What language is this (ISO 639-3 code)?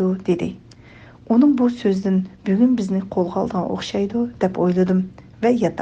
uig